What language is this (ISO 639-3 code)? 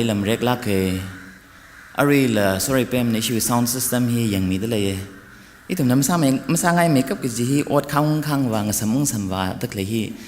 nmf